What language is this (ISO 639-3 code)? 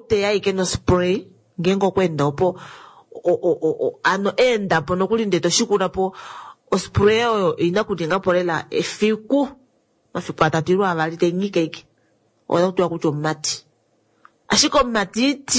kua